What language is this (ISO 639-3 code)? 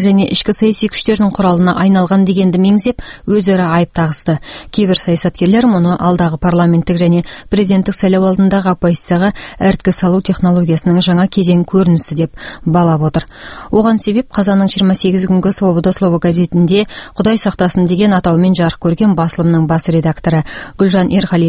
kaz